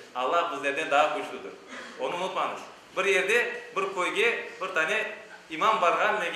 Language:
Crimean Tatar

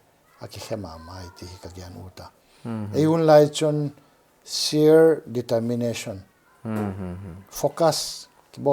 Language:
Paite Chin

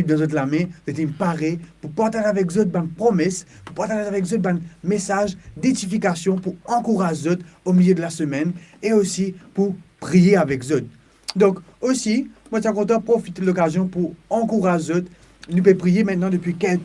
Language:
Morisyen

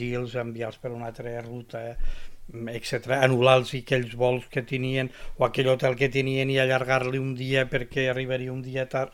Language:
Catalan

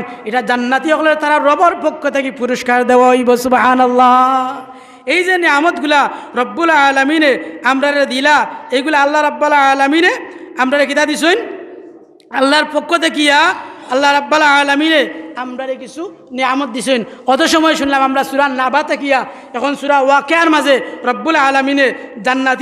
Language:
Sylheti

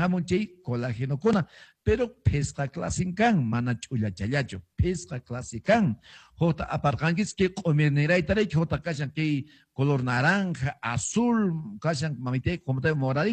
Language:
Quechua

